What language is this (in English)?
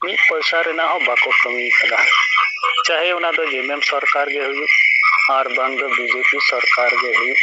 Santali